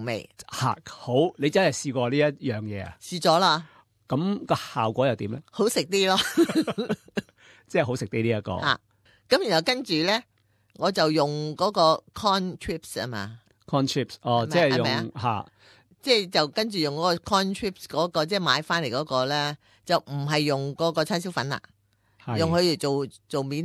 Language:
Cantonese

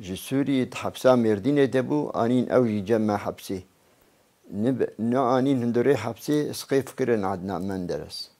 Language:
Kurdish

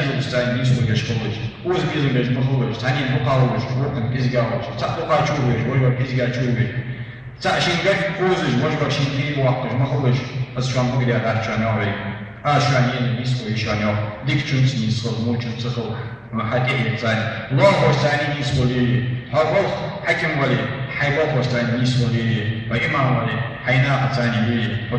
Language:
Ingush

